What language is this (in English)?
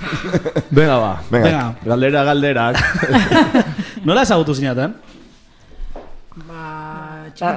Basque